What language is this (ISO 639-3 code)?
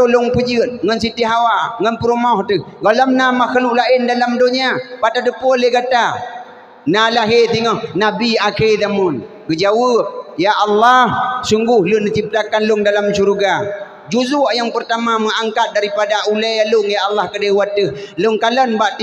ace